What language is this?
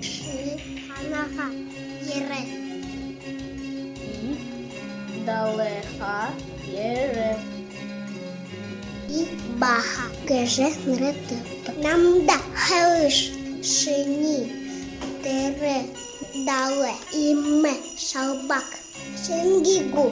Buriat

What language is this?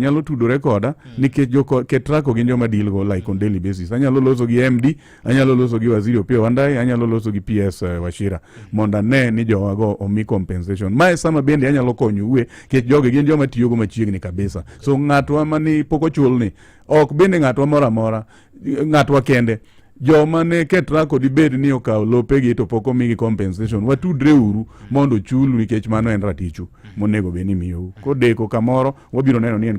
Luo (Kenya and Tanzania)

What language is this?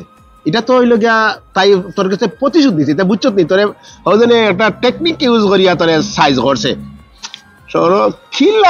Sylheti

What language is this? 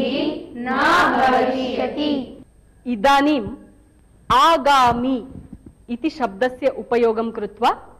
Sanskrit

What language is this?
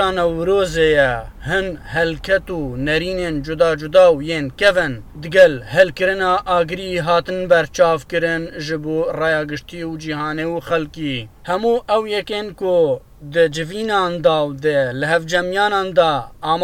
Kurdish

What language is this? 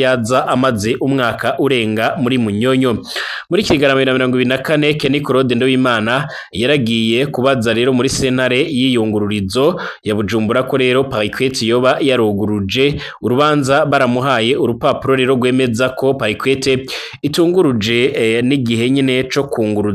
Rundi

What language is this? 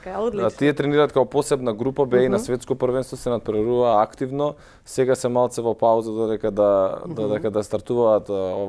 Macedonian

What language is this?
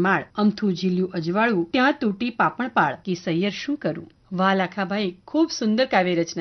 Gujarati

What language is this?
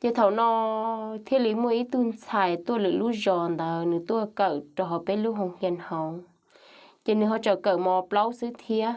Hmong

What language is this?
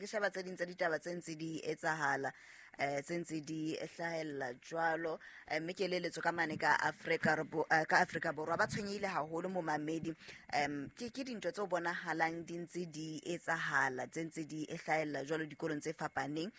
Southern Sotho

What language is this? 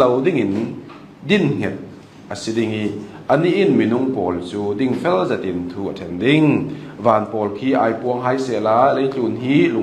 Hakha Chin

